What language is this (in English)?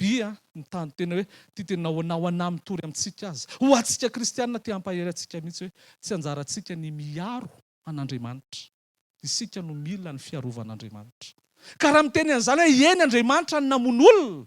Malagasy